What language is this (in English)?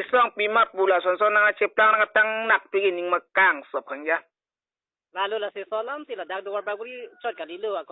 Karbi